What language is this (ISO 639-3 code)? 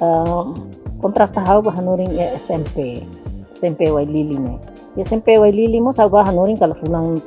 tet